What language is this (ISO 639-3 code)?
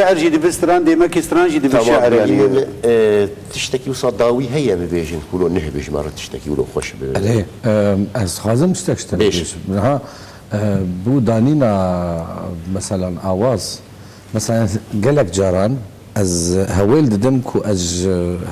kur